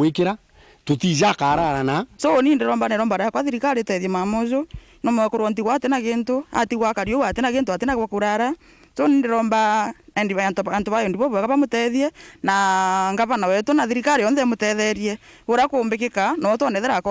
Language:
Meru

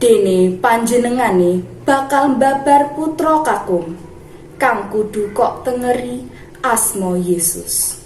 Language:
Javanese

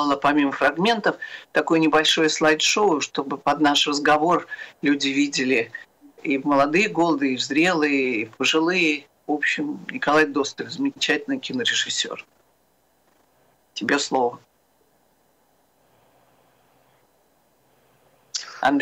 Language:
Russian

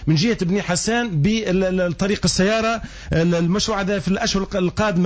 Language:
Tunisian Arabic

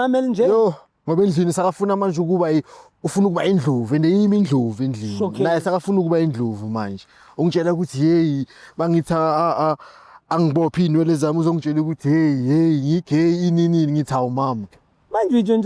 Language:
Zulu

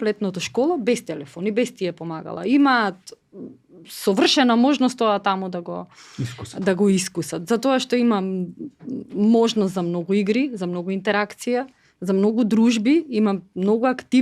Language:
Macedonian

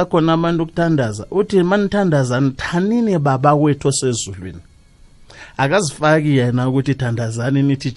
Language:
South Ndebele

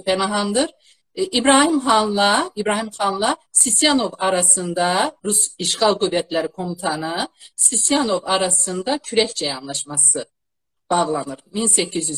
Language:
South Azerbaijani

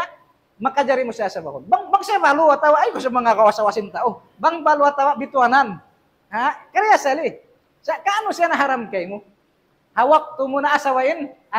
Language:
Tausug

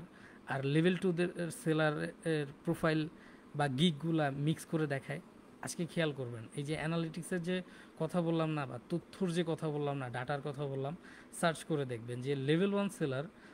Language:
Bangla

